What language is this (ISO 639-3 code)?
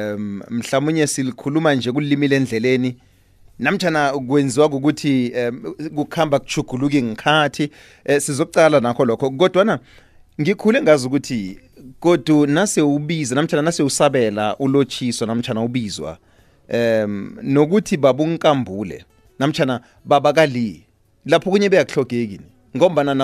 nbl